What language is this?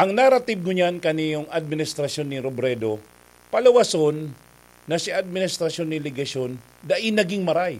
Bikol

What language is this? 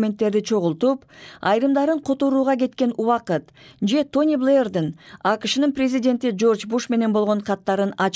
Kyrgyz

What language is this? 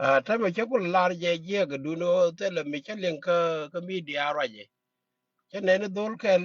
Nuer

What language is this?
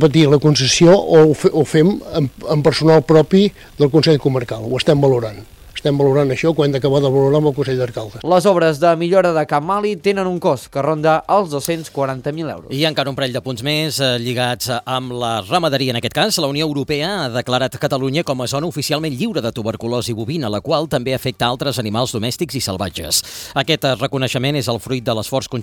Catalan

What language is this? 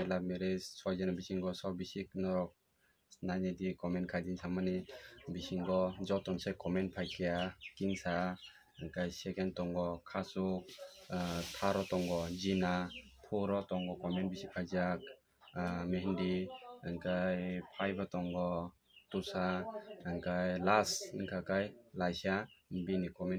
Kok Borok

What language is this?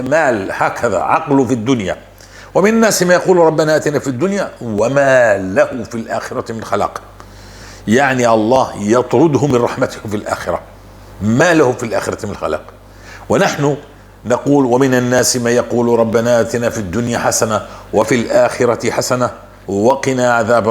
North Levantine Arabic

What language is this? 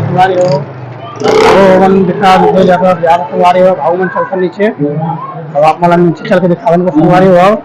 Chhattisgarhi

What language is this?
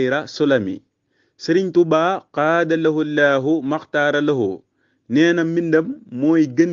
Wolof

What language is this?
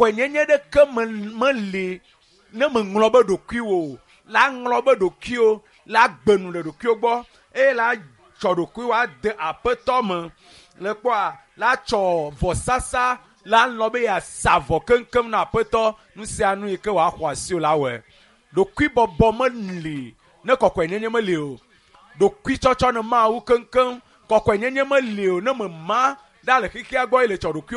Ewe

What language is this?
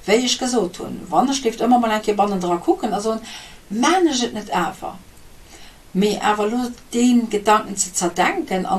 Luxembourgish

